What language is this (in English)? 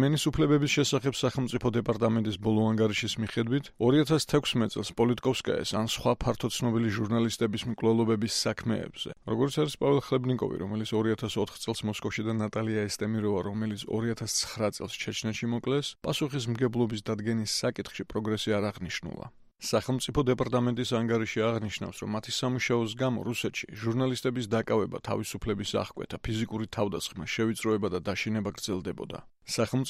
Georgian